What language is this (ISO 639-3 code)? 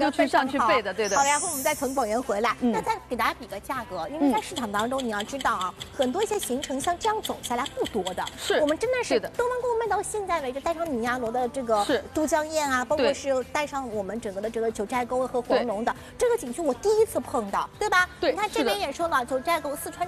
zho